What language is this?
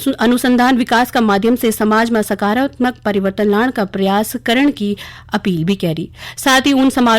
Garhwali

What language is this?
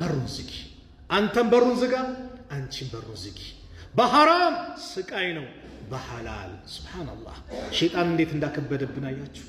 Amharic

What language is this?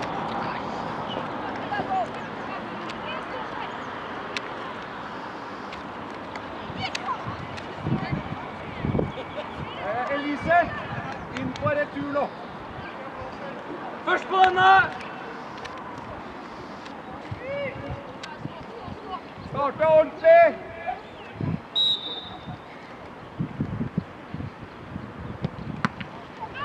Norwegian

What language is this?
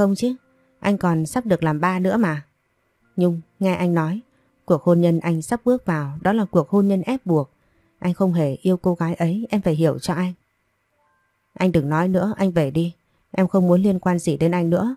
Vietnamese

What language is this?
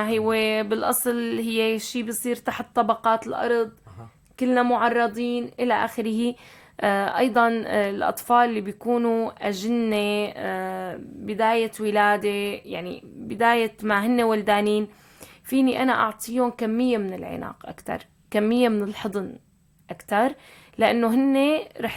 North Levantine Arabic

